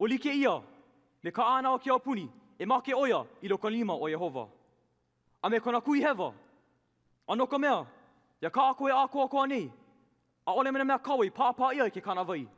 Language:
Hawaiian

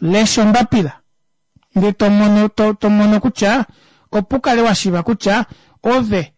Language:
Kuanyama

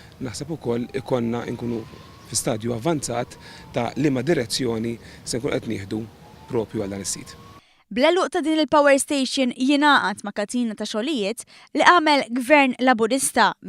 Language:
Maltese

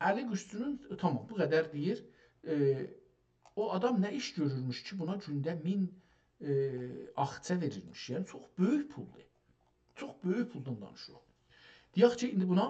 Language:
South Azerbaijani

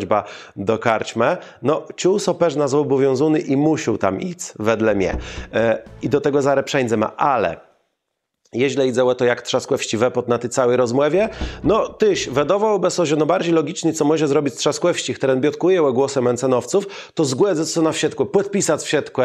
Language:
Kashubian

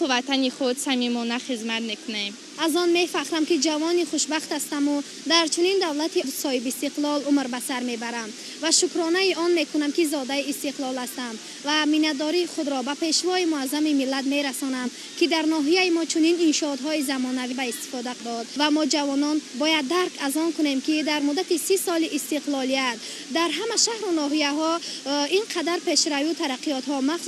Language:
Tajik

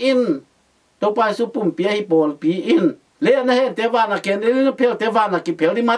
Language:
Tedim Chin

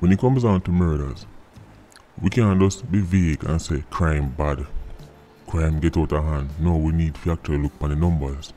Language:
Jamaican Creole English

